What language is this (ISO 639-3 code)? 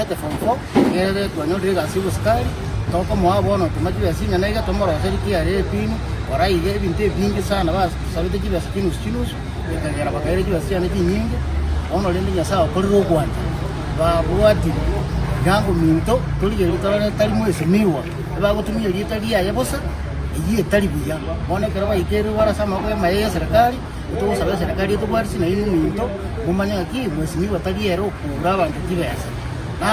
guz